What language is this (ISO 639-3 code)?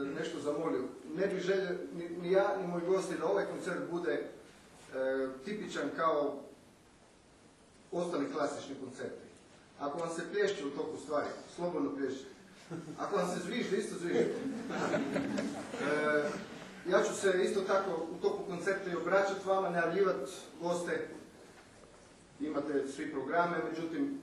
hrv